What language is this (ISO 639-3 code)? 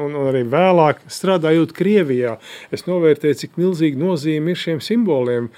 lav